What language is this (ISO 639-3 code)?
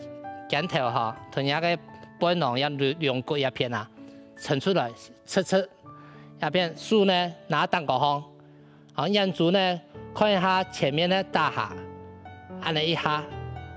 hak